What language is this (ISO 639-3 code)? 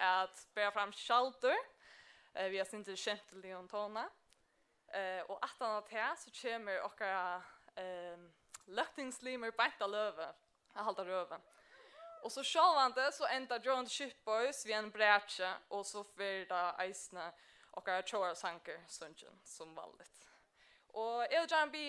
fao